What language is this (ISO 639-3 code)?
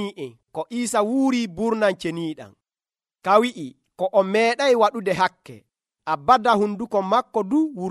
fuv